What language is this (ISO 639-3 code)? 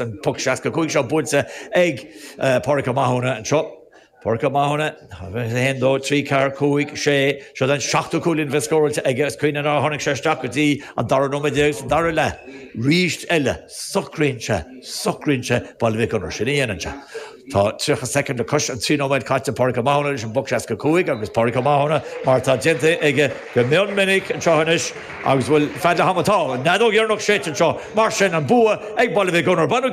gle